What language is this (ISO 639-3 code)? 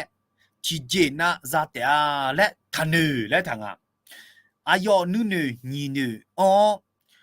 ahk